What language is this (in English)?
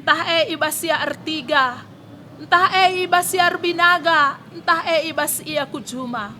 Batak Karo